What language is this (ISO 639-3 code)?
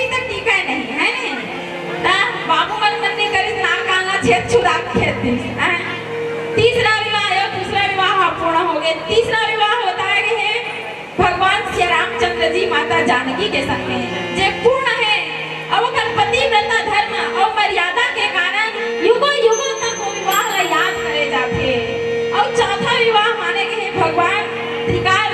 hne